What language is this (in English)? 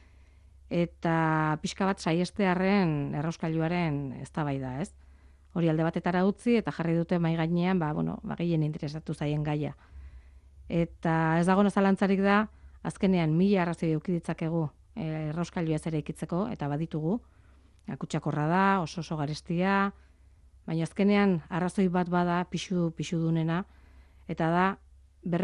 Basque